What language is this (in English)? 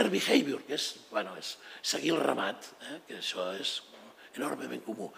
Catalan